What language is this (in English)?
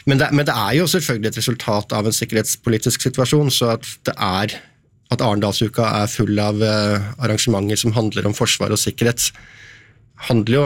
Norwegian